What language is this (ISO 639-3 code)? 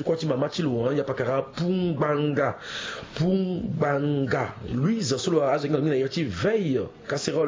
sag